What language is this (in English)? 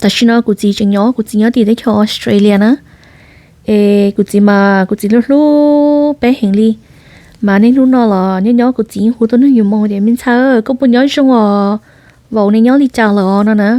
Hmong